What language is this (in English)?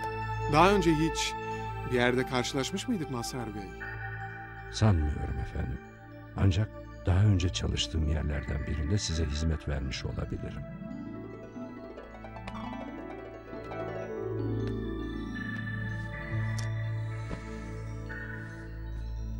Turkish